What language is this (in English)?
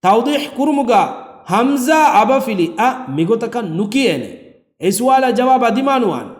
Divehi